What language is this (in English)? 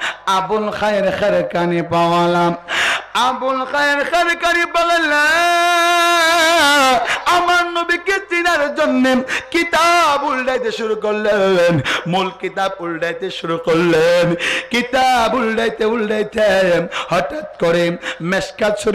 Bangla